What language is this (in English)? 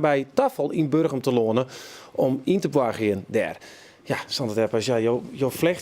Western Frisian